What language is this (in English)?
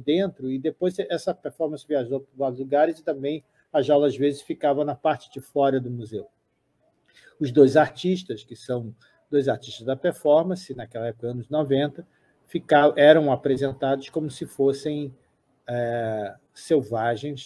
Portuguese